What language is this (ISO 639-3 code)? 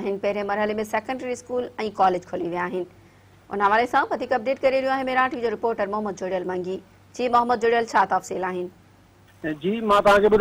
snd